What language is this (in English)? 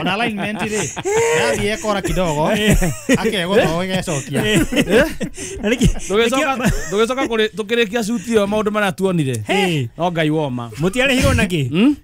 Kikuyu